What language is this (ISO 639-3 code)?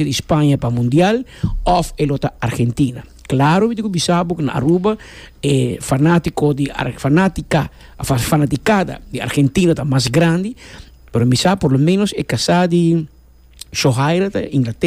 pap